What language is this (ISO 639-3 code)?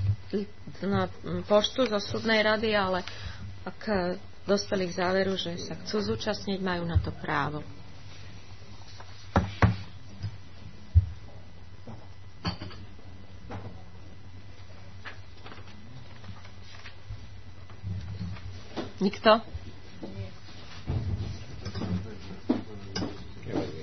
slk